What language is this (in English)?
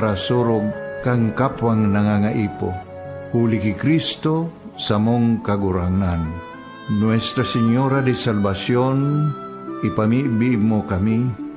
Bikol